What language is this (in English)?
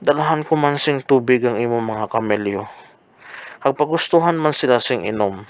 Hiligaynon